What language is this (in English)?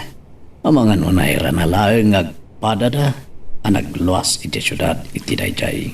Iloko